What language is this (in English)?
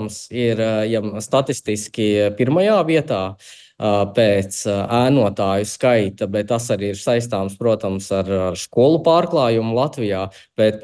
Latvian